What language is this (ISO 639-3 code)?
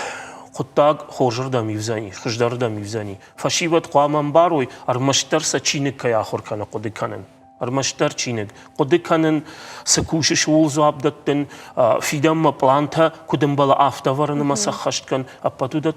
oss